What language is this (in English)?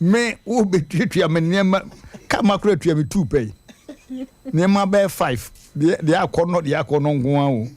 Akan